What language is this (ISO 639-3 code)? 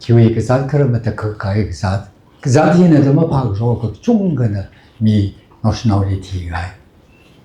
nmf